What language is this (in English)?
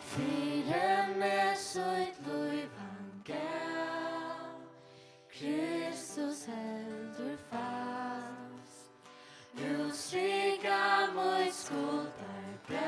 Faroese